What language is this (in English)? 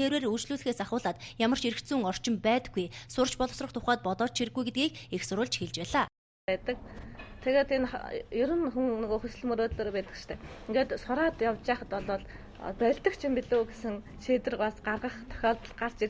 Mongolian